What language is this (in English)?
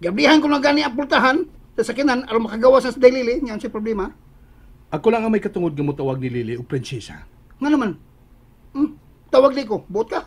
Cebuano